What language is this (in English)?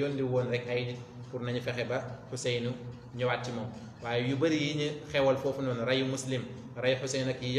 Wolof